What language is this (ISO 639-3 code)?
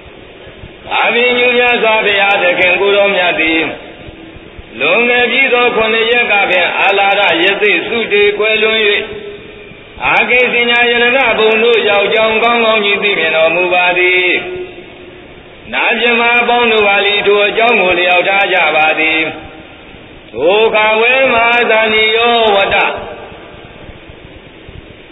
mya